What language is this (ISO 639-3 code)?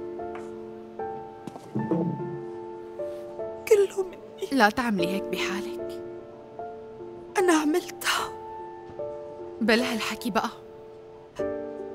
apc